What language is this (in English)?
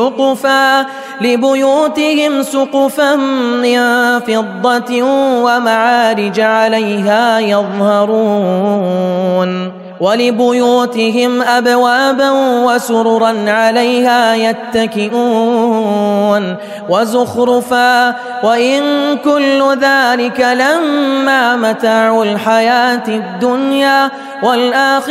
Arabic